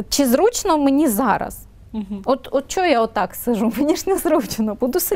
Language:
Ukrainian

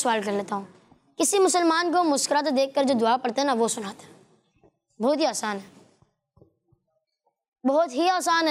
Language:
Hindi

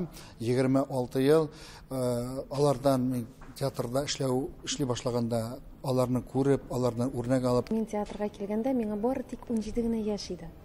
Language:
Tatar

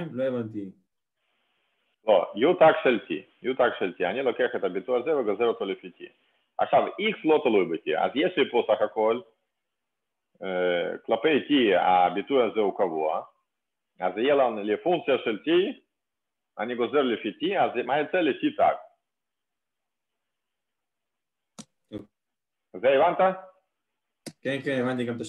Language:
Hebrew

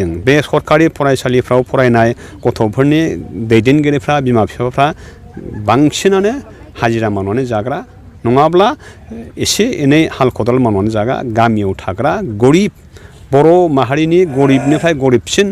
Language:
Bodo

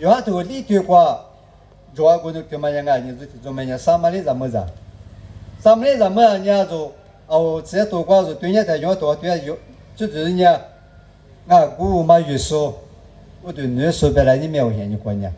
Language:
Lisu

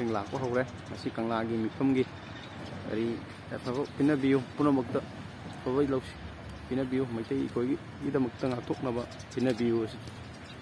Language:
Manipuri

